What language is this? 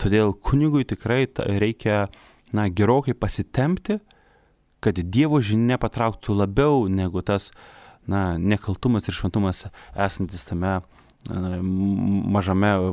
Lithuanian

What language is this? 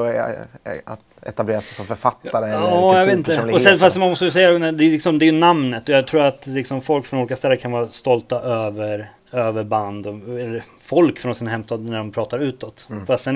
Swedish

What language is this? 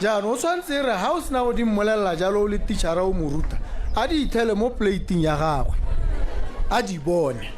Tswana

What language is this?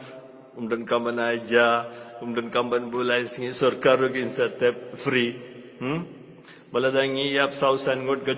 Khasi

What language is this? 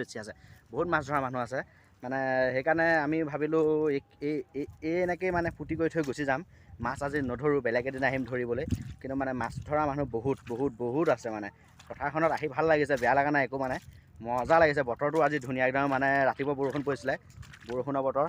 Assamese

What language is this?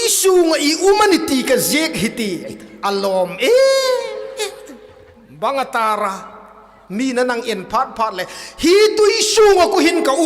Hmar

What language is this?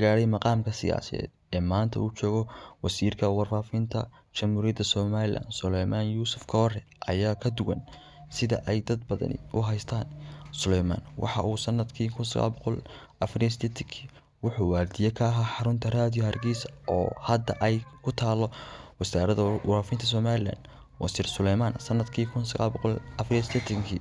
Somali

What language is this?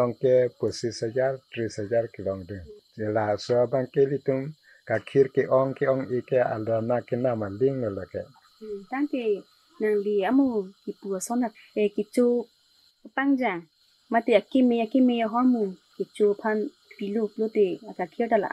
Karbi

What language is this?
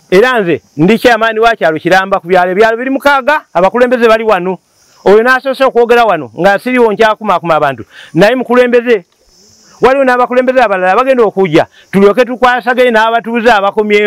Ganda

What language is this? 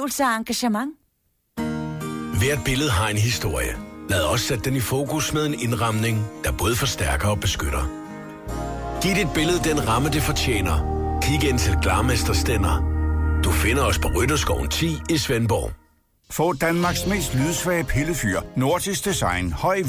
Danish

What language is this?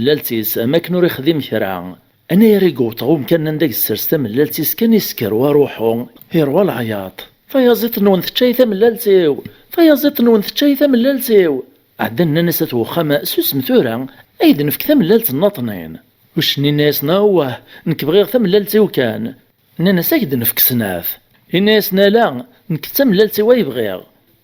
Kabyle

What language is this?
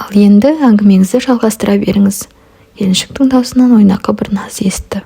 Kazakh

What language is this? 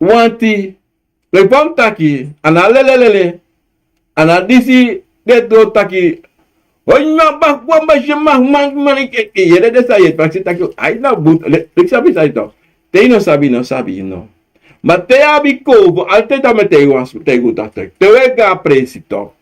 Sranan Tongo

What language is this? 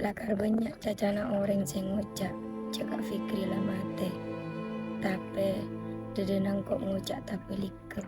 Madurese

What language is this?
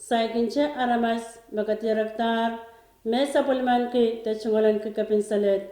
Pohnpeian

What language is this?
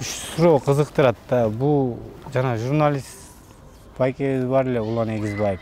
Kyrgyz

